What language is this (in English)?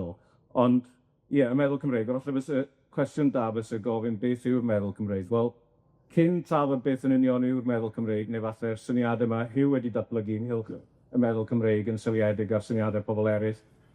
Welsh